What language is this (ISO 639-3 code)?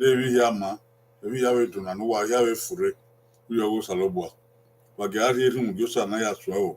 bin